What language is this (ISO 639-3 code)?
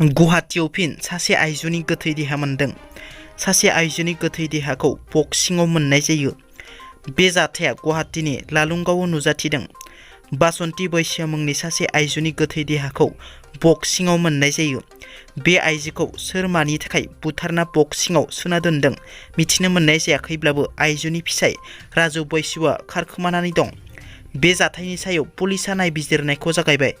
brx